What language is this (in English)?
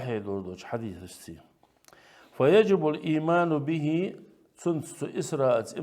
Ingush